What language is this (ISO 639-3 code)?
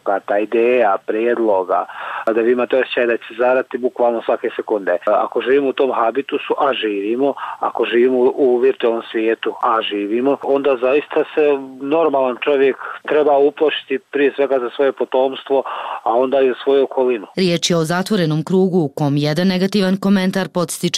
bos